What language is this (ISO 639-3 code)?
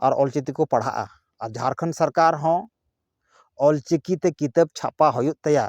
sat